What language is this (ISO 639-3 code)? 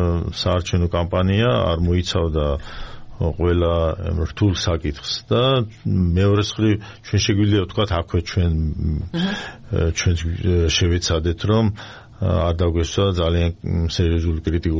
kat